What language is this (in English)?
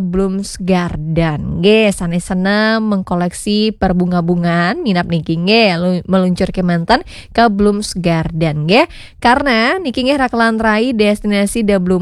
Balinese